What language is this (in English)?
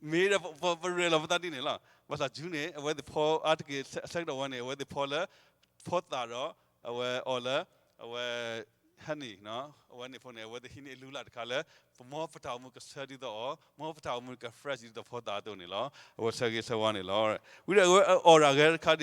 S'gaw Karen